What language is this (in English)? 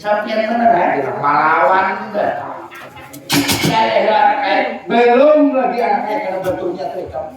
Banjar